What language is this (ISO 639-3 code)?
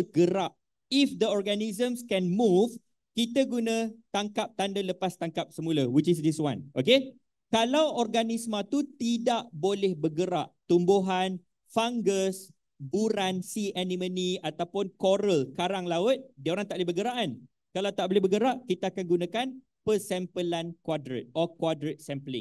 msa